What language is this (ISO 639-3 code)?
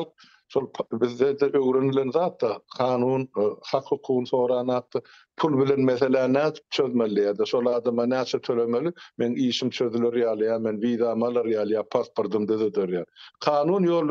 tuk